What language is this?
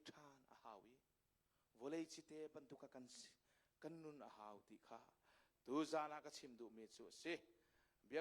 Hakha Chin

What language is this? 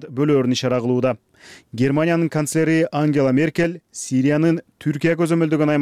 Kyrgyz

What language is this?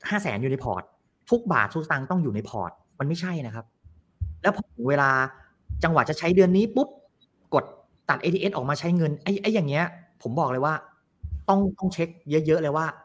Thai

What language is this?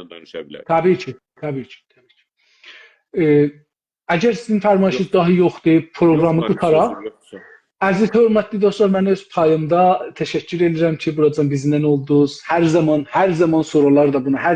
South Azerbaijani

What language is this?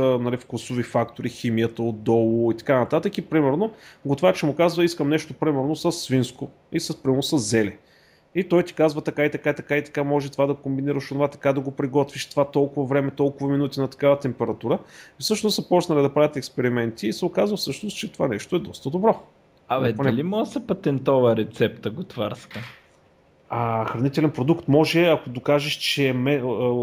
Bulgarian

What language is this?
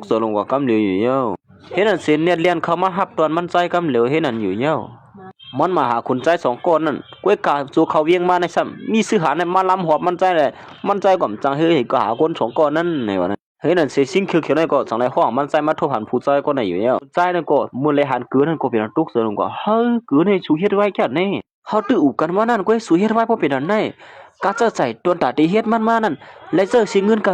Shan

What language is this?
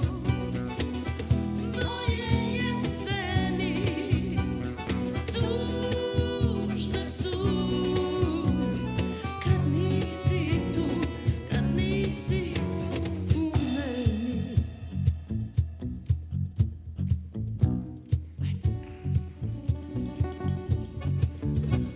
Serbian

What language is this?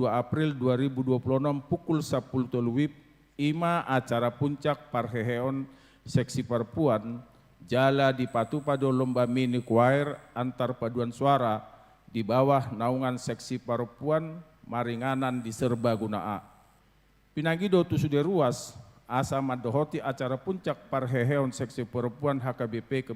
Batak Toba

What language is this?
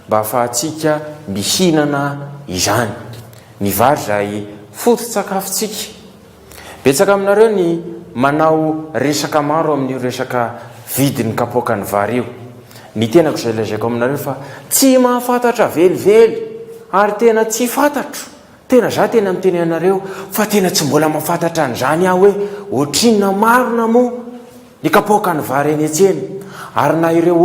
Malagasy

